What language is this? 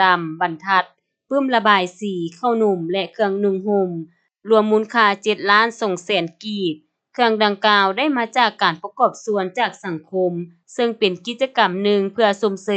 Lao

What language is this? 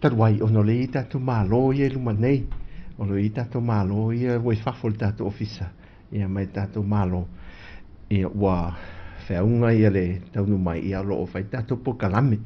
Samoan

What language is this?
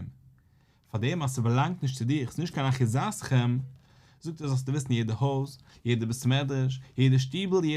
Yiddish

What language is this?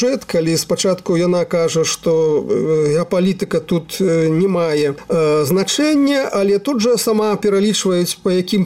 Belarusian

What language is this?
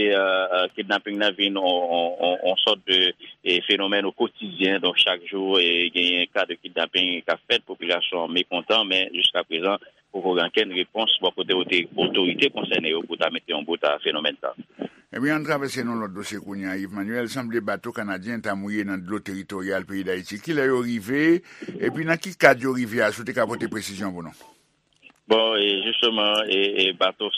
Haitian Creole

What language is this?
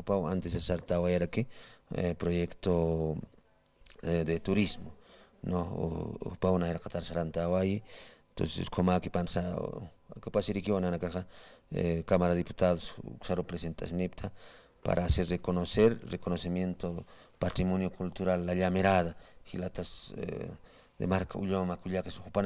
Aymara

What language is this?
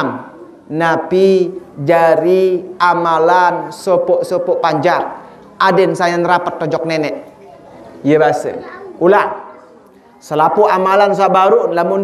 Sasak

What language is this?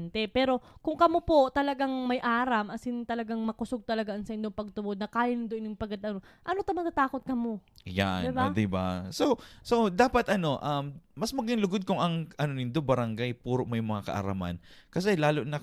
Bikol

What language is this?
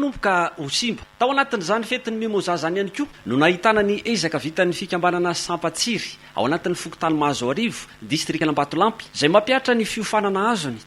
Malagasy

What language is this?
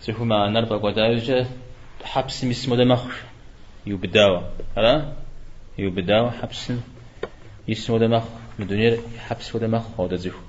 Kabardian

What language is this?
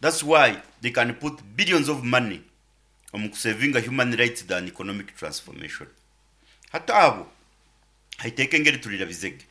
Nyoro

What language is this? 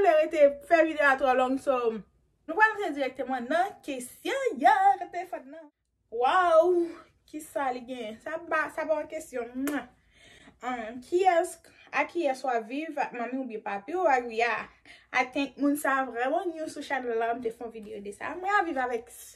Haitian Creole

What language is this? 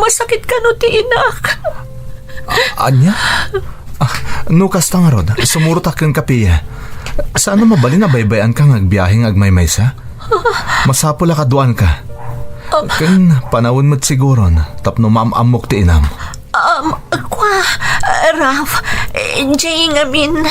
Iloko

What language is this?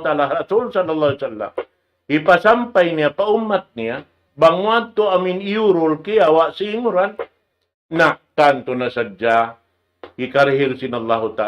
Tausug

